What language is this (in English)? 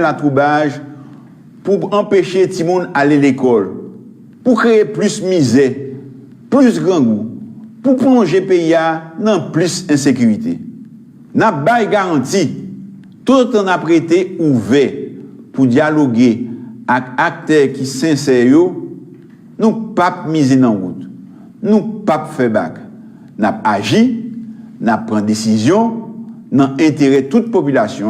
Haitian Creole